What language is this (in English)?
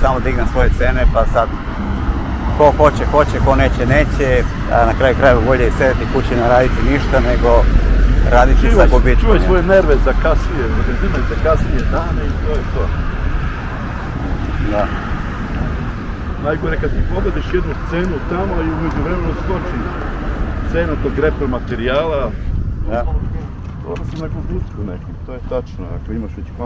Serbian